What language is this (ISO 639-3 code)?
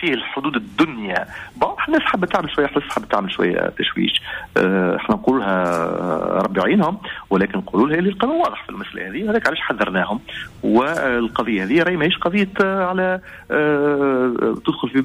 aeb